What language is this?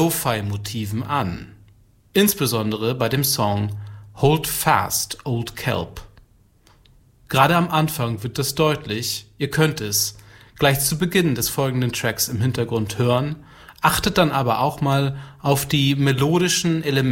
German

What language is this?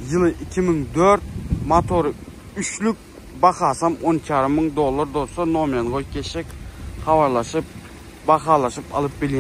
Turkmen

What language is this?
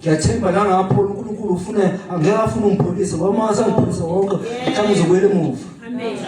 Zulu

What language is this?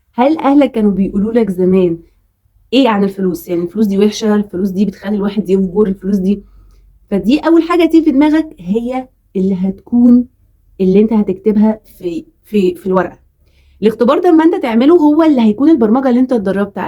Egyptian Arabic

